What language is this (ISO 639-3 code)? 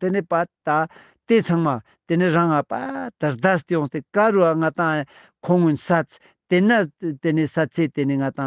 lbj